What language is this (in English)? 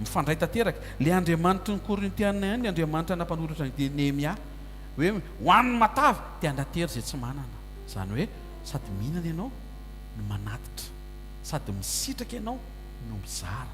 Malagasy